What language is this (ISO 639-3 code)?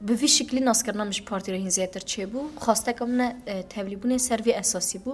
kur